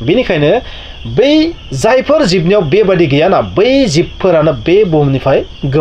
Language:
Bodo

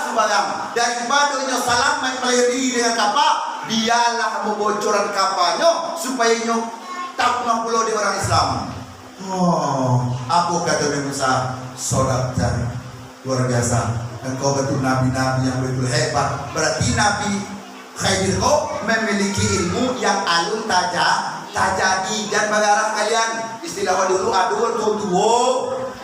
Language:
Minangkabau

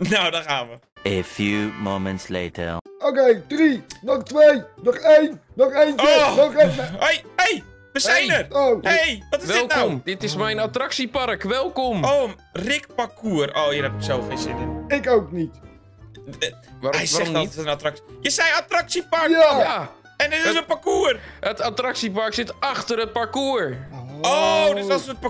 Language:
Dutch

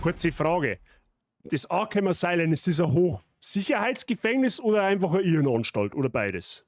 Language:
Bavarian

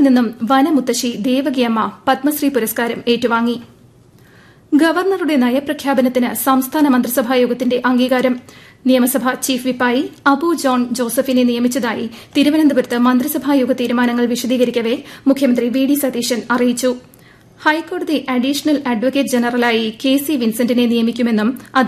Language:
Malayalam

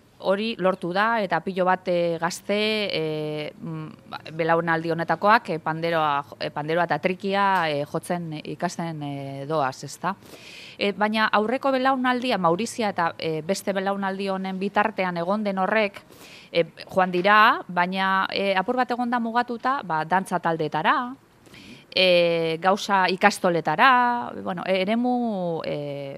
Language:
Basque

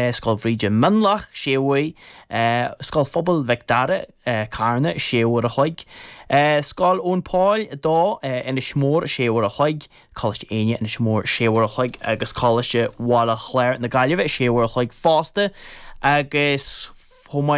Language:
Irish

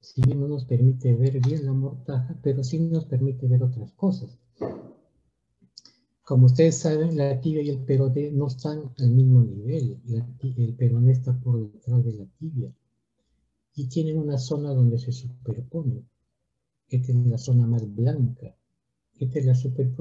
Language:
Spanish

